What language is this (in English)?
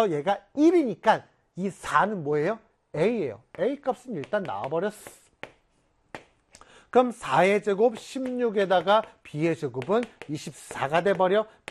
Korean